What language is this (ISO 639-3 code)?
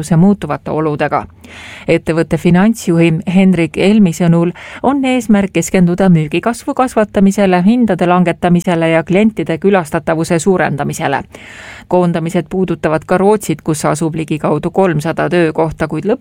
est